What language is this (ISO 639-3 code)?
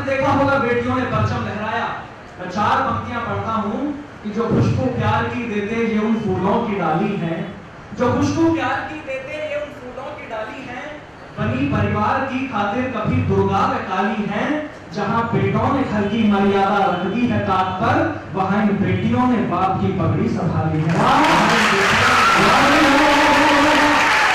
hin